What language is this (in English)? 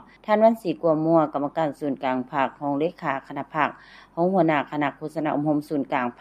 Lao